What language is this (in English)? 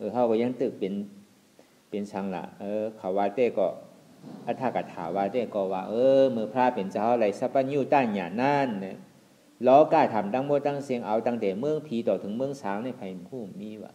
Shan